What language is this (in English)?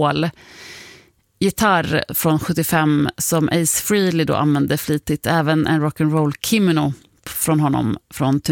Swedish